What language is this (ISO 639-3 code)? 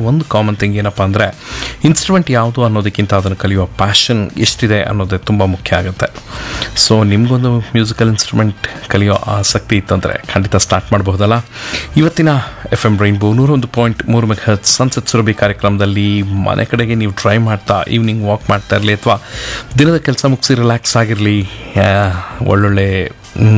kan